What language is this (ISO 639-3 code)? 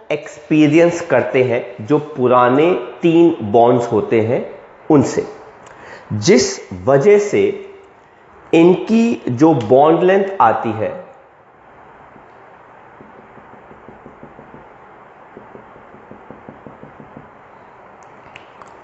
hin